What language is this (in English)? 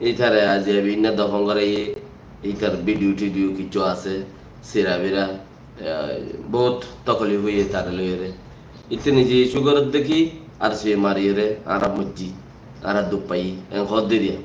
Rohingya